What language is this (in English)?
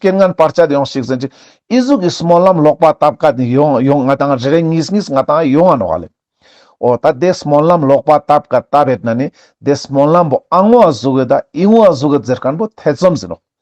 Ladakhi